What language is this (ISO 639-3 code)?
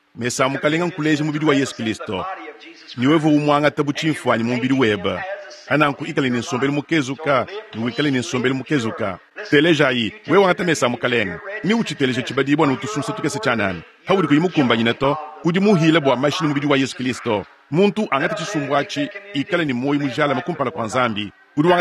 lua